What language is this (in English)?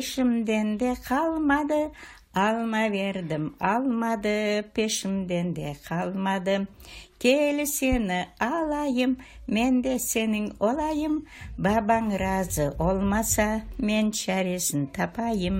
Crimean Tatar